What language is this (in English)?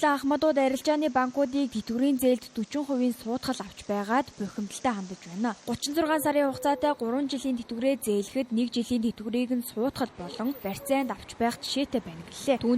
Mongolian